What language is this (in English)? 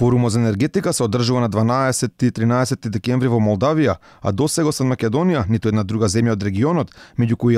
Macedonian